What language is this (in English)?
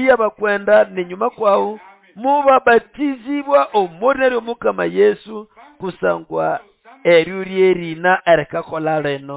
Nande